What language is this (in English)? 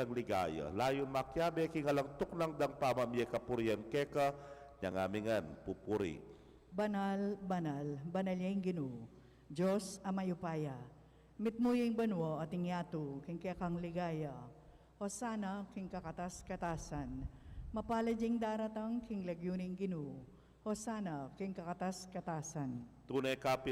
Pampanga